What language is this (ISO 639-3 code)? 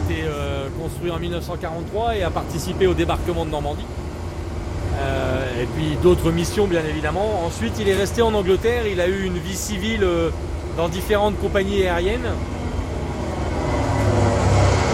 fra